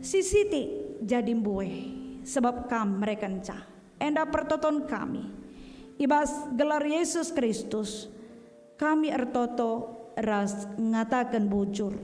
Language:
Batak Karo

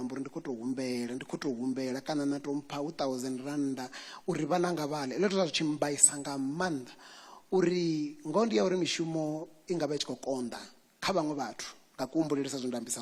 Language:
Venda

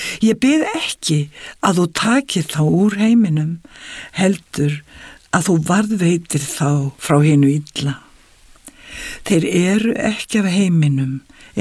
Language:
Icelandic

